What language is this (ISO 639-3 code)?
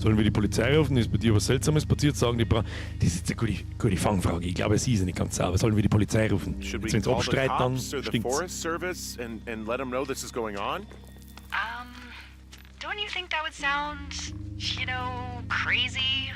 bar